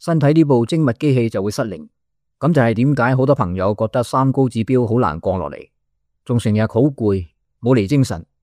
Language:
Cantonese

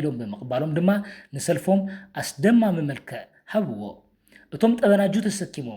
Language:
Tigrinya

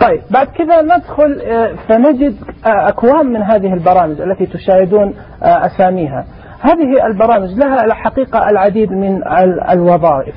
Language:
Najdi Arabic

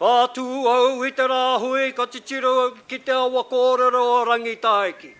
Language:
Māori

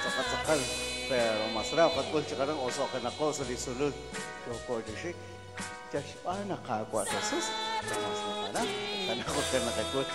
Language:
Kekchí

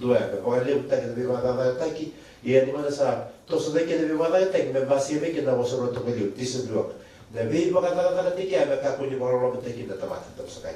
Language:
Fijian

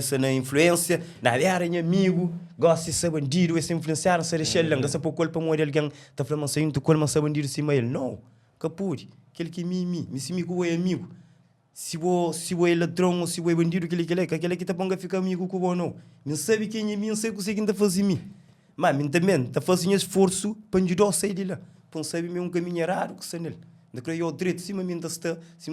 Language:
Kabuverdianu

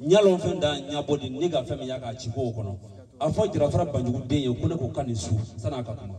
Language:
Bambara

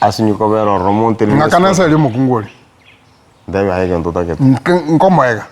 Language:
Gusii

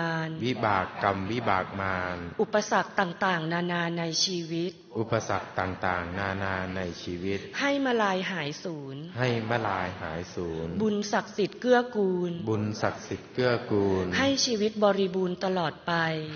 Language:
Thai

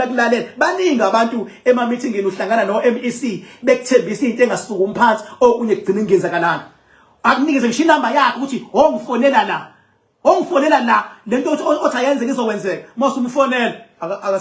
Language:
Zulu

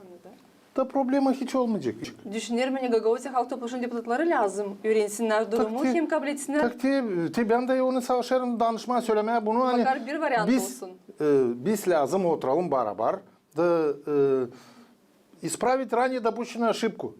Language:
Gagauz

